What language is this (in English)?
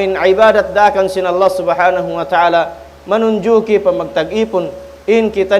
Tausug